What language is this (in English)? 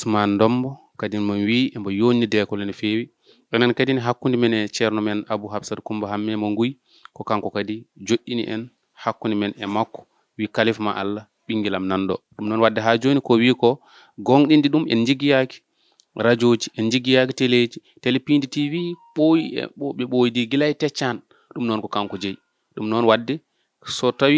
Fula